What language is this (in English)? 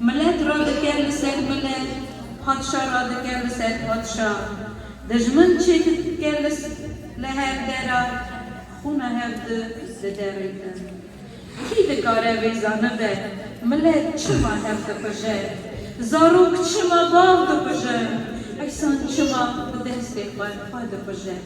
Kurdish